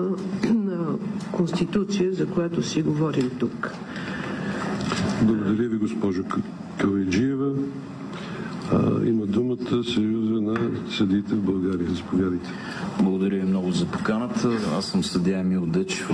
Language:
Bulgarian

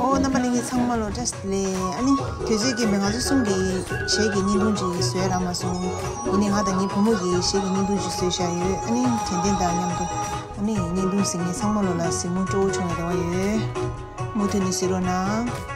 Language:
Tibetan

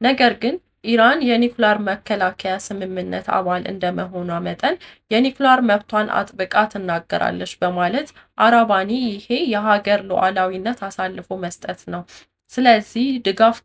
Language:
Amharic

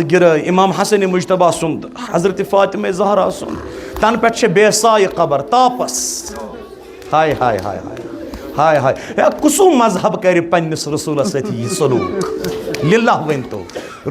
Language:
Kashmiri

